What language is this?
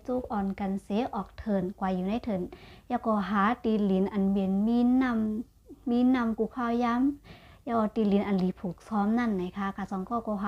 Shan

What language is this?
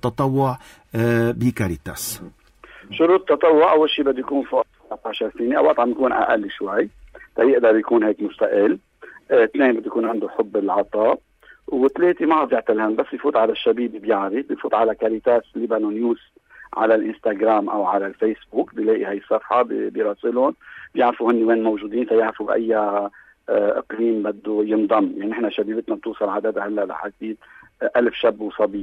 North Levantine Arabic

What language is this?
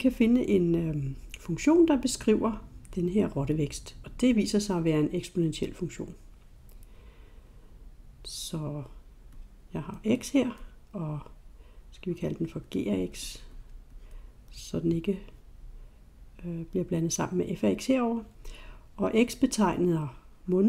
Danish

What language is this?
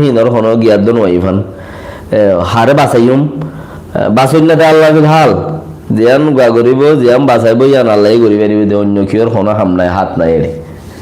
Rohingya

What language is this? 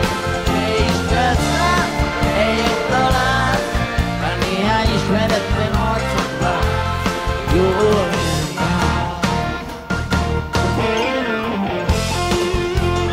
Hungarian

